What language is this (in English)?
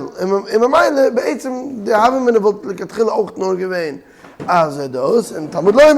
Yiddish